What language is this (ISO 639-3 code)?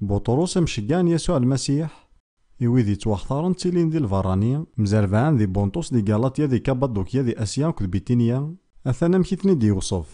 kab